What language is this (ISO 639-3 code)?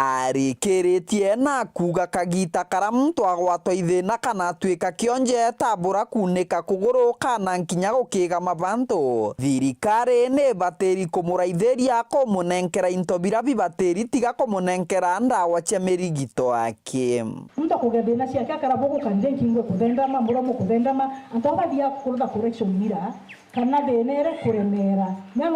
mer